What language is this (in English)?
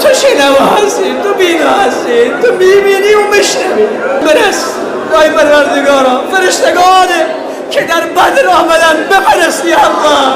Persian